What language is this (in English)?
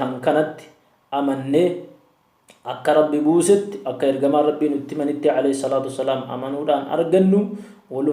Oromo